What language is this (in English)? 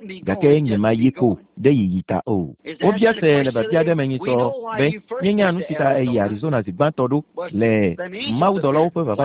Ewe